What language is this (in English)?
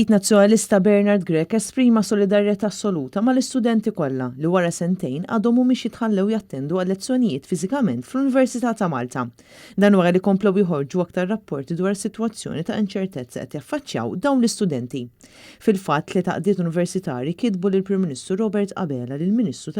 Maltese